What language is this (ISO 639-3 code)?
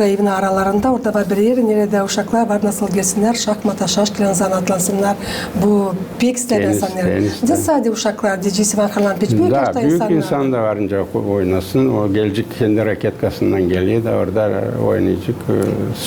gag